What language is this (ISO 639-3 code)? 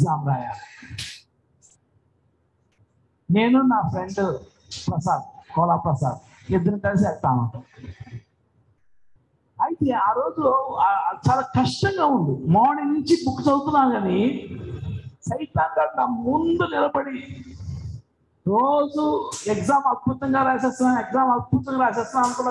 tel